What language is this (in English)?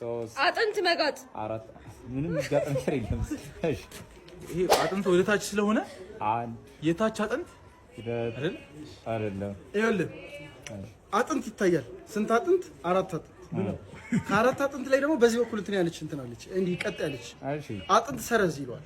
Amharic